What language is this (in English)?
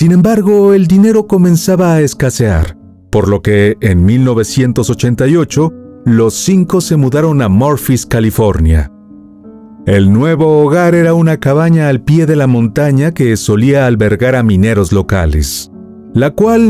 Spanish